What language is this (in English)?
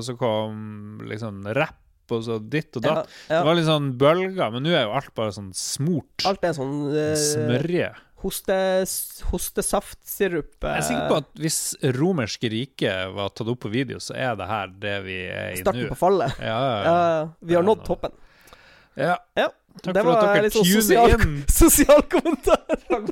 Norwegian